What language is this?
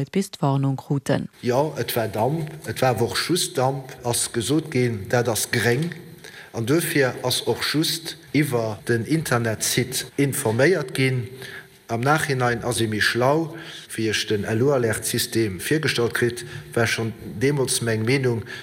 Luxembourgish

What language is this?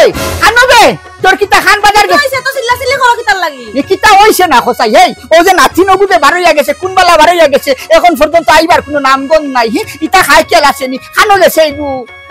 Sylheti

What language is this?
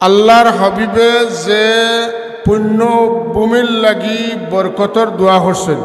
Sylheti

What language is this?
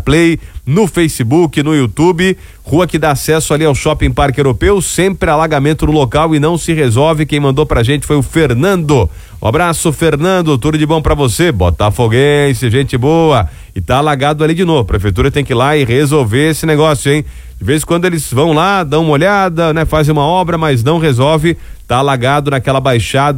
Portuguese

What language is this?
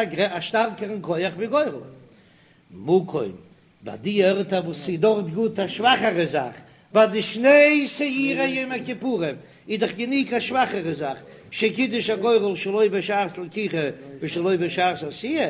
Yiddish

